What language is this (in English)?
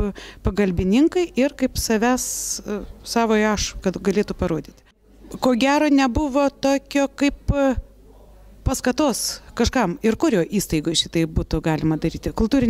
Lithuanian